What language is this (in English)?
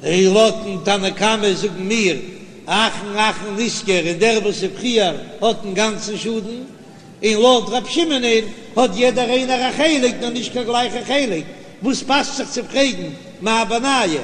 Yiddish